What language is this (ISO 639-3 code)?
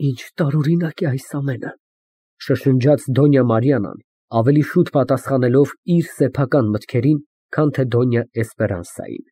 hye